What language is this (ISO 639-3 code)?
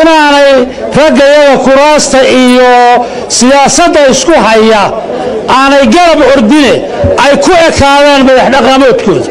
som